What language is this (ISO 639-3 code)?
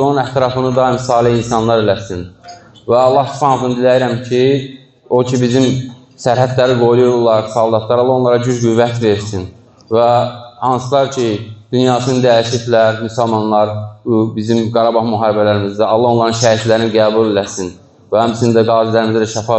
aze